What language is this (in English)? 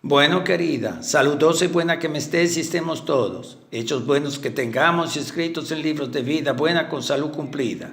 Ladino